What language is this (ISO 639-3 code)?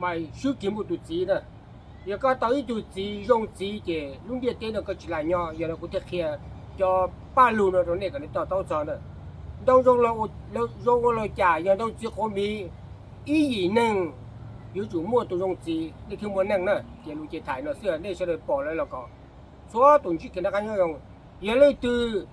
hmn